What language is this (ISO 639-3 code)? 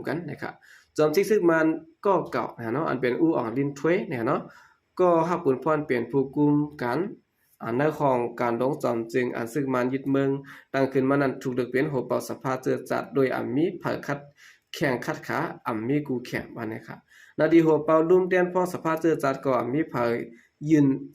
shn